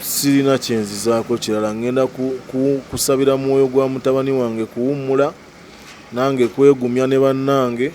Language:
Ganda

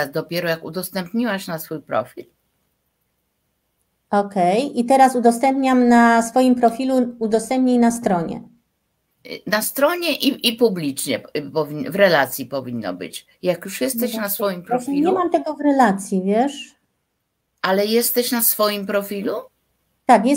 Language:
Polish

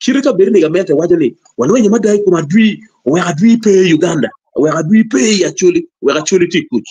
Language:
Acoli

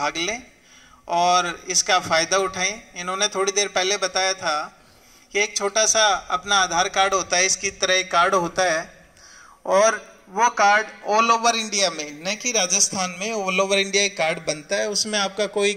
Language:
Hindi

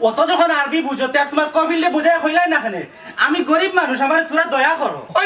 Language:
Sylheti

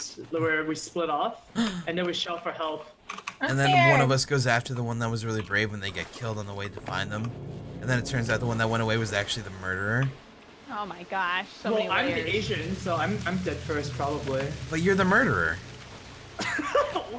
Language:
English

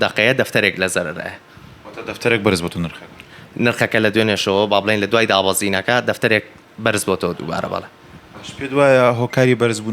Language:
Central Kurdish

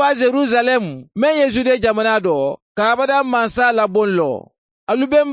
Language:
Bambara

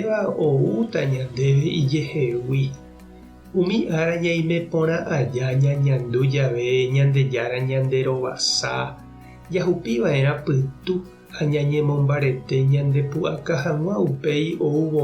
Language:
Guarani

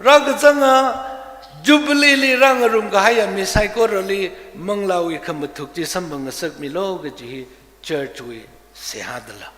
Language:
Tangkhul Naga (India)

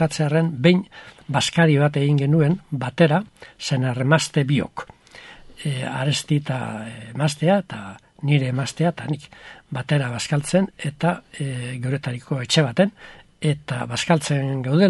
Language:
Basque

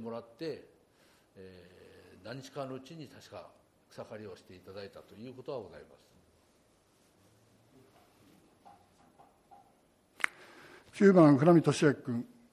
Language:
Japanese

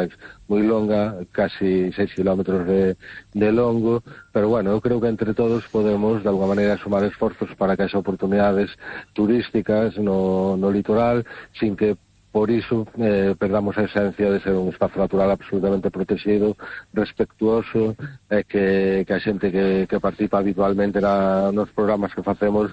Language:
Galician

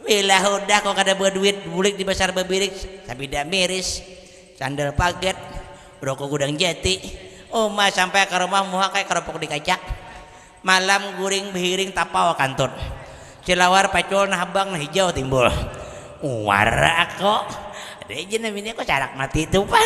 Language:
Banjar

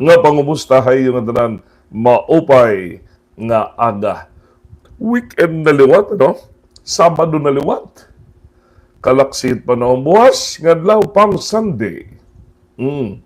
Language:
Waray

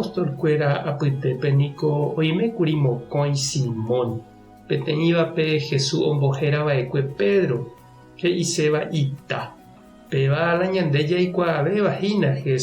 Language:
Guarani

